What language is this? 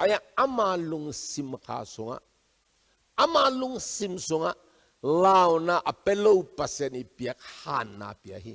Tedim Chin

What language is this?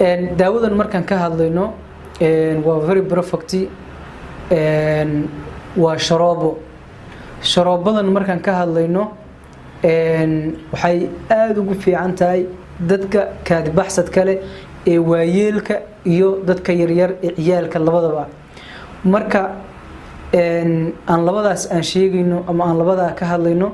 Somali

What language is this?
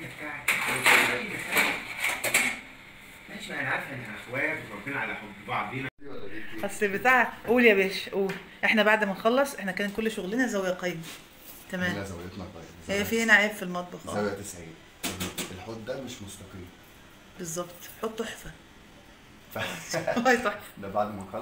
Egyptian Arabic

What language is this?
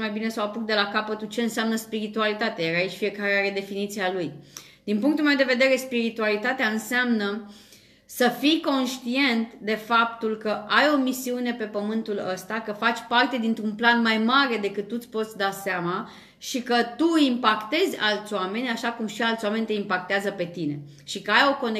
Romanian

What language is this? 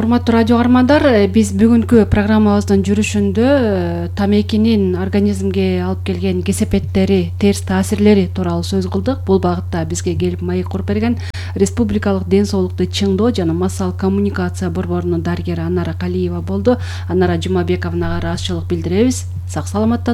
Kyrgyz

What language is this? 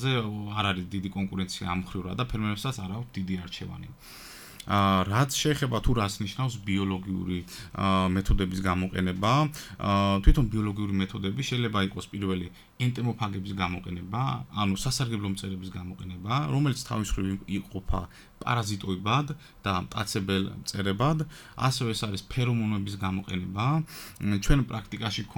Georgian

